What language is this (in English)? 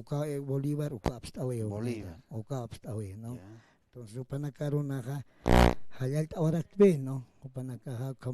Aymara